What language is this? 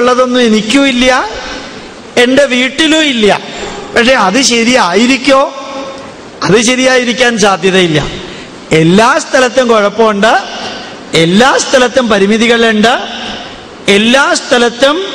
Malayalam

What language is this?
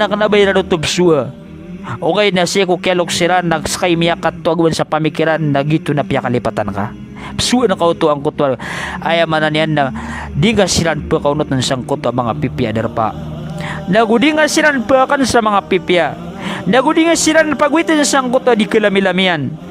Maranao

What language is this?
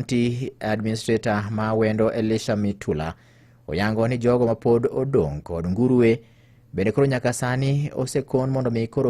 Luo (Kenya and Tanzania)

